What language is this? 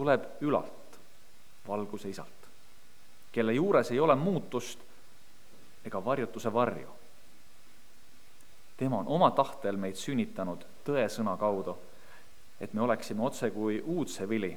Estonian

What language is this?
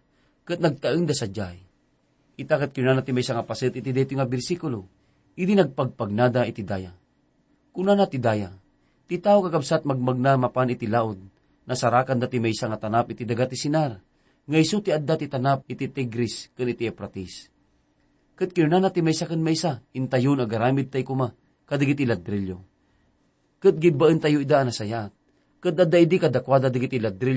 Iloko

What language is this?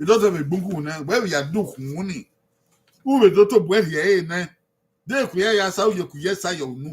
Bini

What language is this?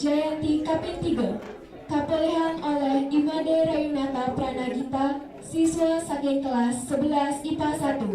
Balinese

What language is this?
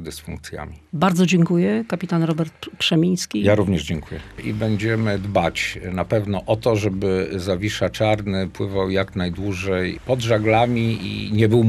Polish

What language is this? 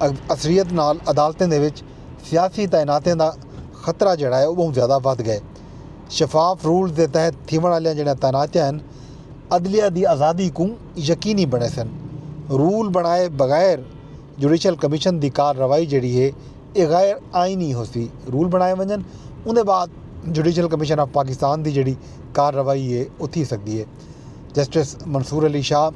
Saraiki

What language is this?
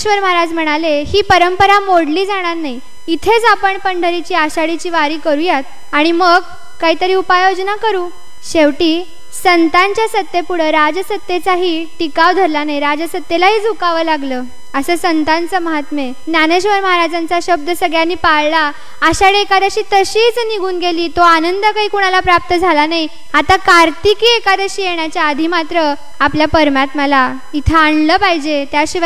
Marathi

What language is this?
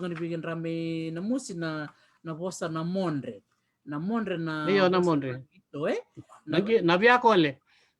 Fijian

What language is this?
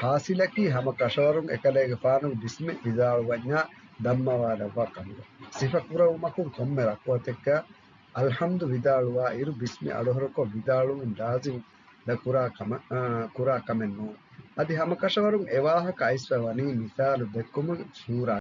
Divehi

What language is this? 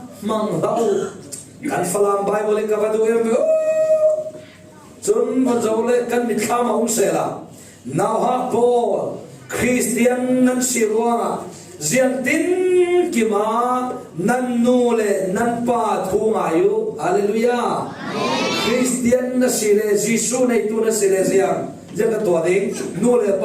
Falam Chin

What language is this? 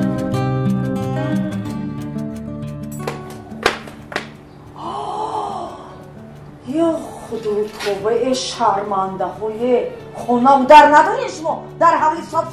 Persian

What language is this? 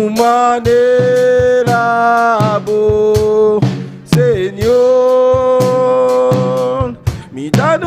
Papiamento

